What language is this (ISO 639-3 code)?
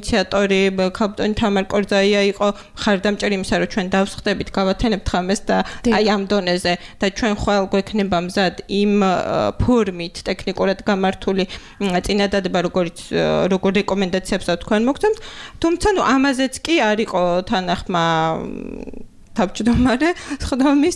kat